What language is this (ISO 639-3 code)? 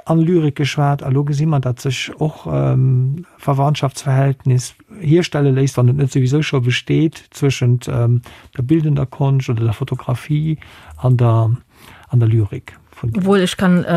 ltz